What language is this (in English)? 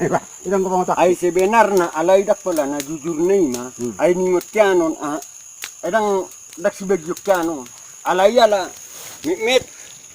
Batak Toba